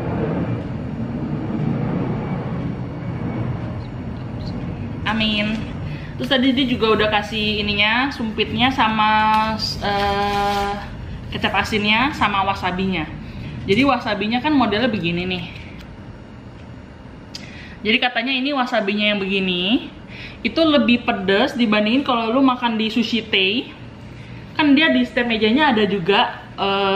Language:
Indonesian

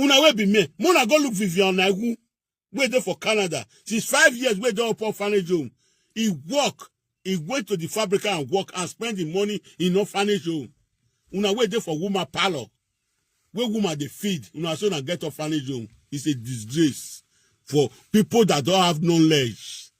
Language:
Nigerian Pidgin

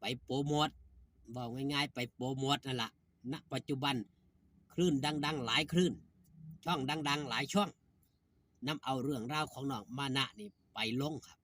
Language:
Northeastern Thai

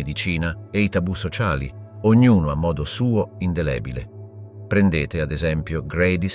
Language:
Italian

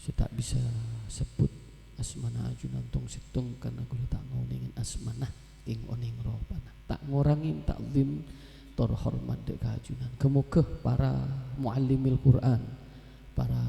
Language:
Madurese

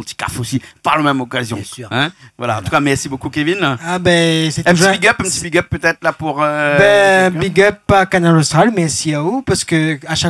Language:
Réunion Creole French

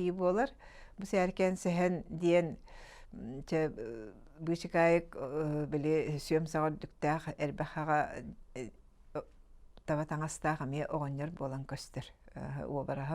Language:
Yakut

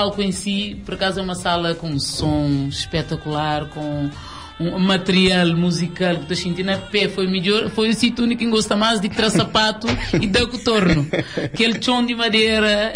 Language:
Kabuverdianu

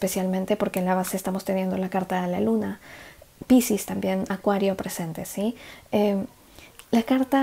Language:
Spanish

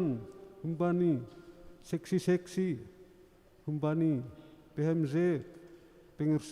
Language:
Batak Simalungun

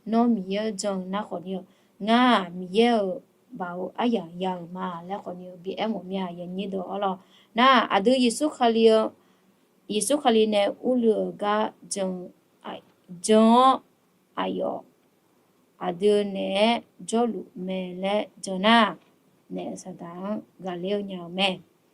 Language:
Akha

